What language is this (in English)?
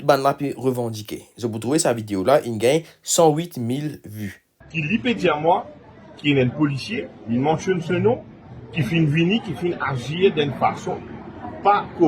Morisyen